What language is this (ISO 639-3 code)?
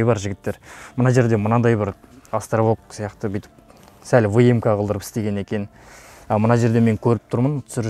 kaz